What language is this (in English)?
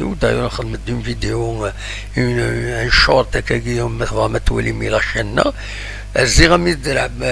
Kabyle